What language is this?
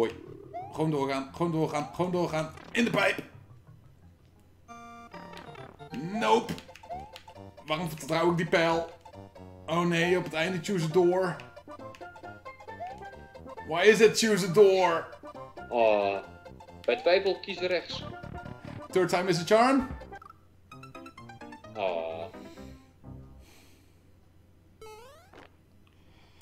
Dutch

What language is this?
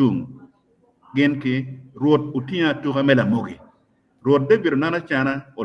Acoli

